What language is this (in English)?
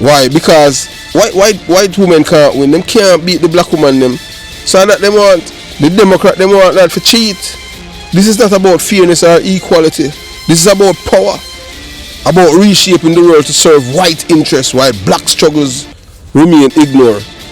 Jamaican Creole English